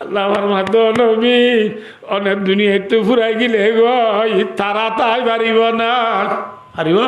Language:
Rohingya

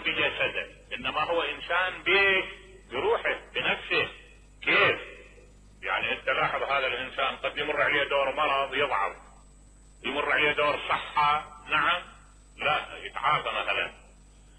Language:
Mesopotamian Arabic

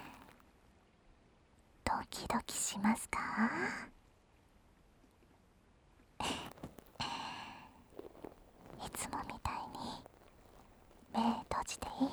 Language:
Japanese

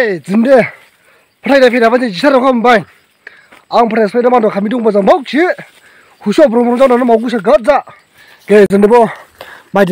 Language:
Dimasa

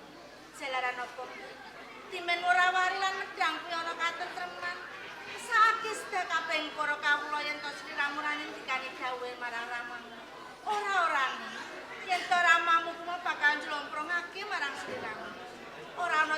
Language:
Javanese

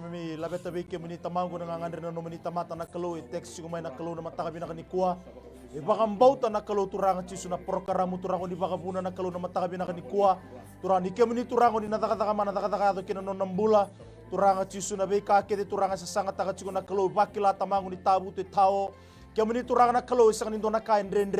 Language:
Fijian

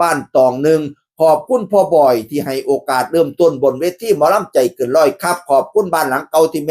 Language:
Northeastern Thai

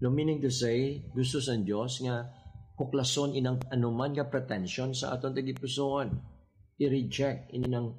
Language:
Hiligaynon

